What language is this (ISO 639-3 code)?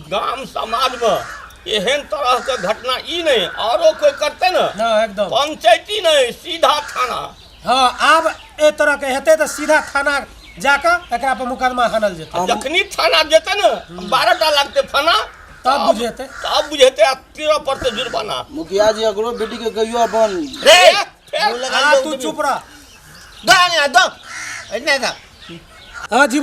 mai